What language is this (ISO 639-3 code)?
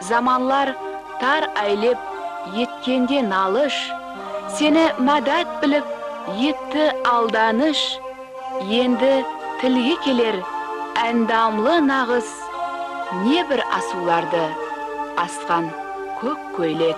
kaa